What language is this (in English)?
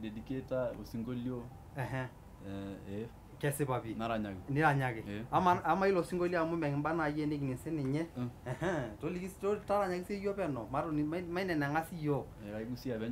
Masai